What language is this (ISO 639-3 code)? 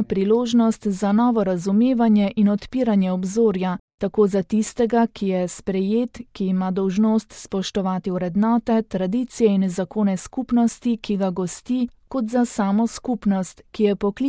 slv